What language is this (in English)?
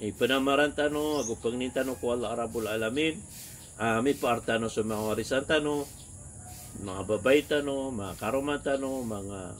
Maranao